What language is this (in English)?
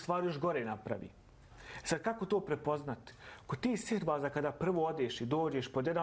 Bosnian